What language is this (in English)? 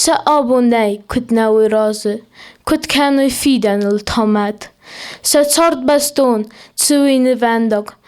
Ossetic